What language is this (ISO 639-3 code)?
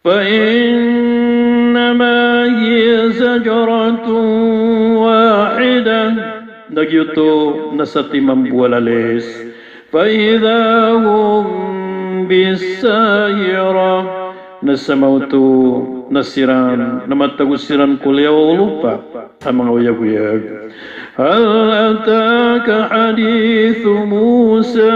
mrw